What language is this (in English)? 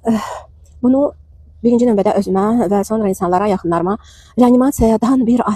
Azerbaijani